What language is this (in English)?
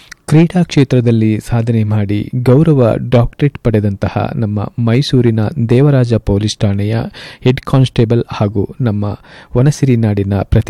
Kannada